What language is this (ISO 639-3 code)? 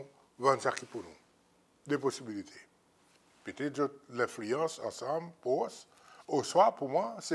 crs